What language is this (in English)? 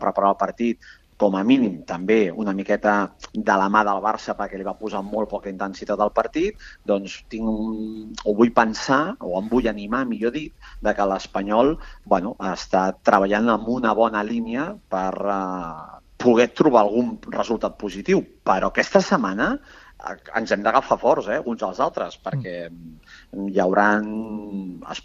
Catalan